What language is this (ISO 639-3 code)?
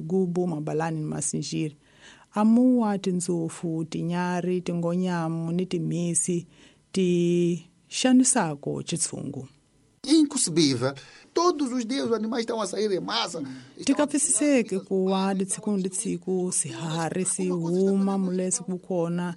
tso